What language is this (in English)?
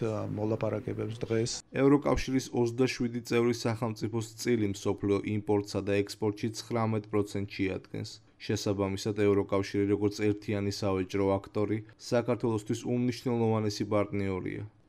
Georgian